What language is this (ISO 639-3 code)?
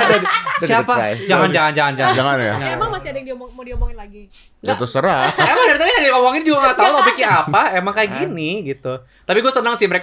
ind